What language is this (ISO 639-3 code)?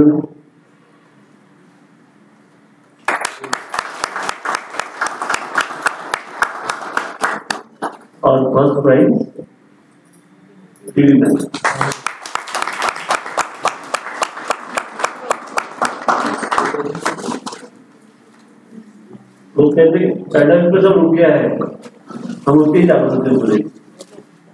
mar